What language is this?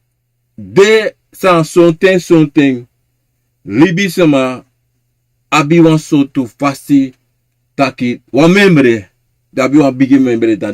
Sranan Tongo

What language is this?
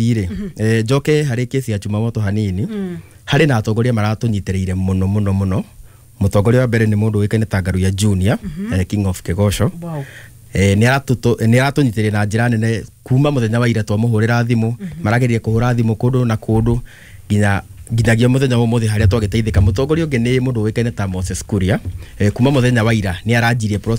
Kikuyu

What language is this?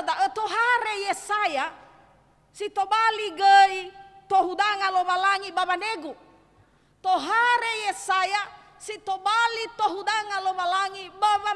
Nias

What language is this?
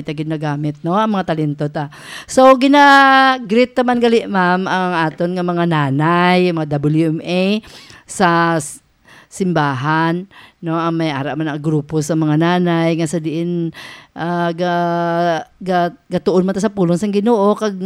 Hiligaynon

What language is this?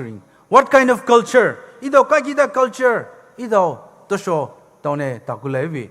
Poumei Naga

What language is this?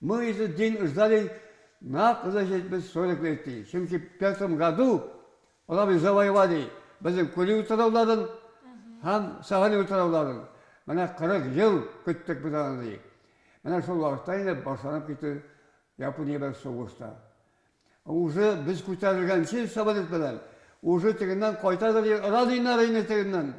Tatar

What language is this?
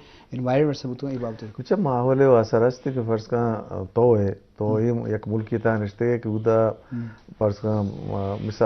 Eastern Balochi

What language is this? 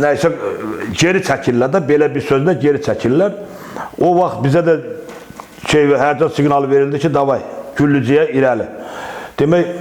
Azerbaijani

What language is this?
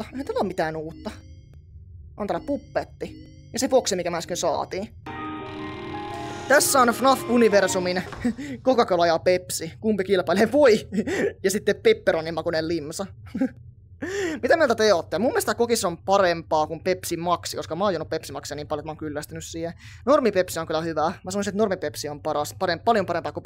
Finnish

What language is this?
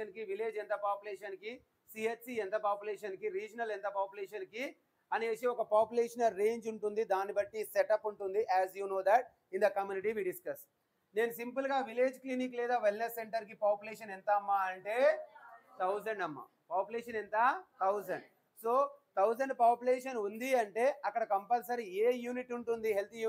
Telugu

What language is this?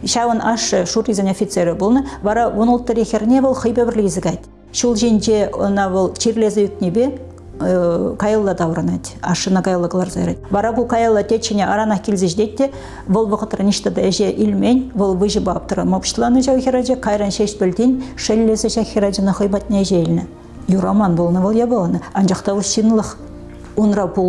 Chuvash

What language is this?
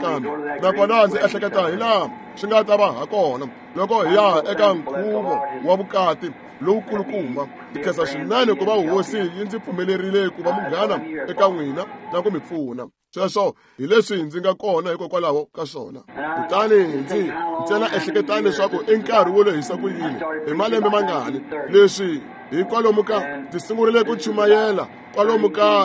Tsonga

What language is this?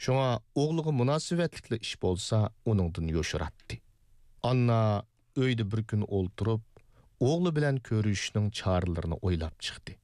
Uyghur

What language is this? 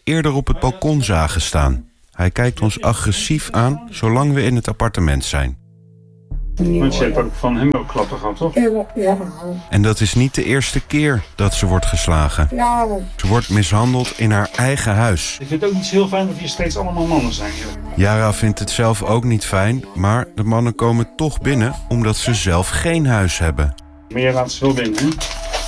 Dutch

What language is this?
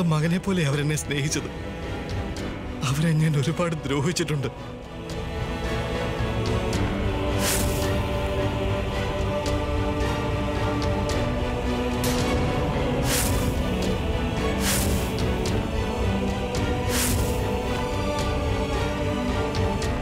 Malayalam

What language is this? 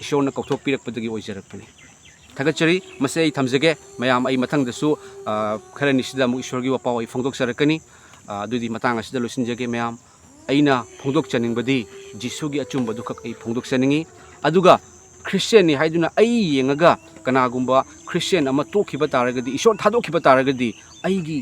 Manipuri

